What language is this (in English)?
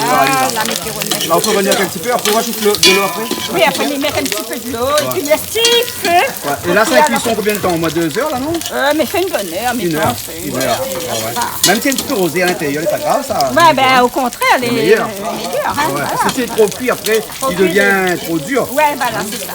Réunion Creole French